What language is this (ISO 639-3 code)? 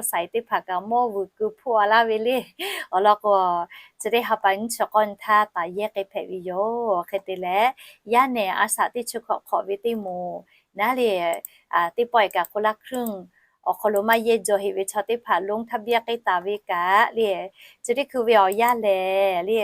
lhu